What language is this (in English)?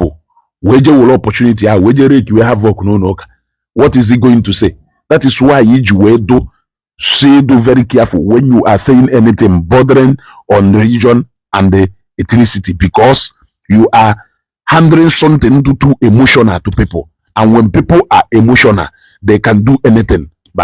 Igbo